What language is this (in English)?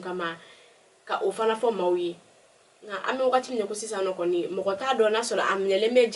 Bambara